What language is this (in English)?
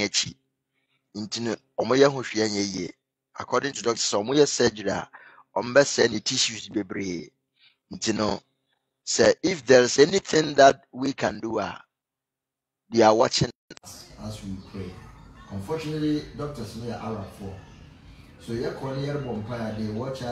English